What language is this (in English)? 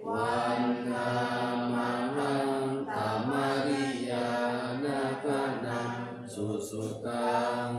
Pali